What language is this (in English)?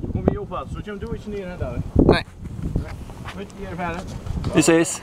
Faroese